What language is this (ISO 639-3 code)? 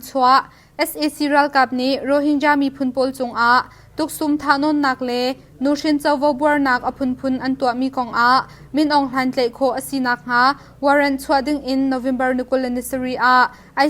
cnh